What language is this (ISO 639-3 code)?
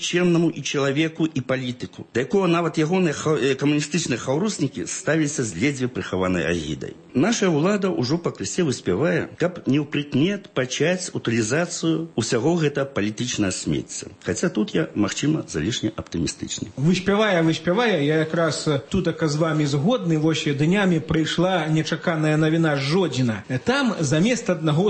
bel